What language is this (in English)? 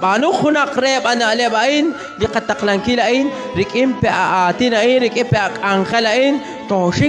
Kekchí